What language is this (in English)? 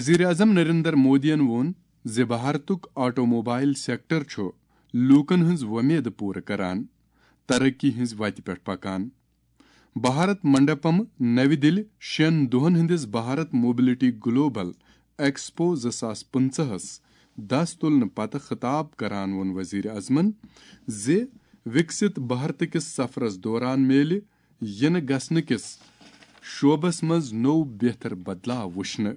Kashmiri